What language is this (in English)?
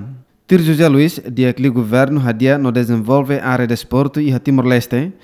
Tetum